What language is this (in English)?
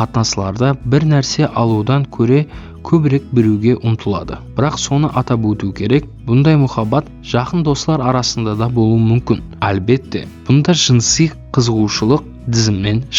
Kara-Kalpak